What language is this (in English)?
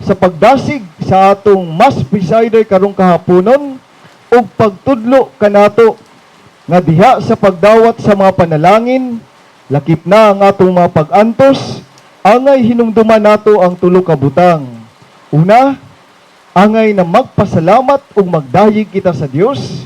Cebuano